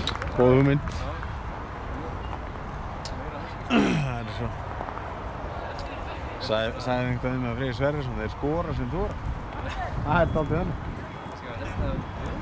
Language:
Icelandic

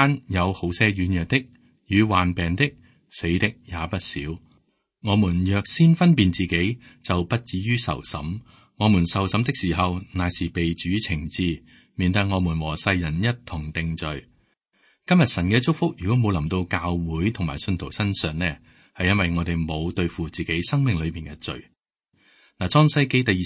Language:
Cantonese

